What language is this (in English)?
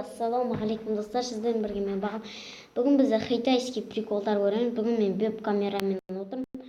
Kazakh